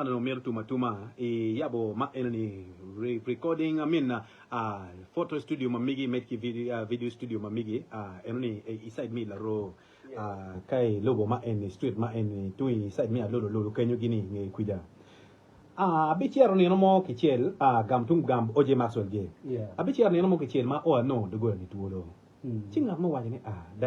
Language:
Acoli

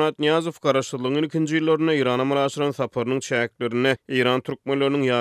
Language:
Turkmen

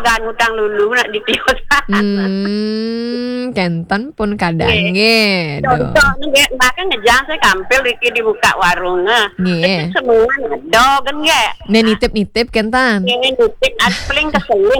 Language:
Balinese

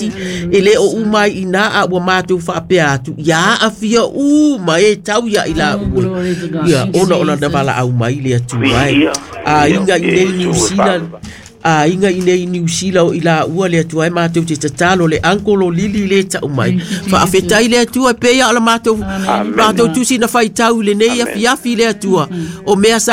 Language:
Samoan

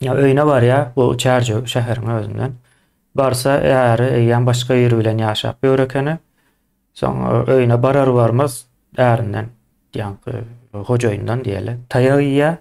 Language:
Turkmen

